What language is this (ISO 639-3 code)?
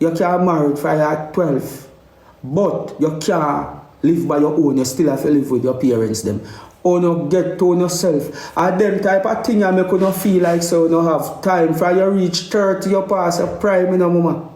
jam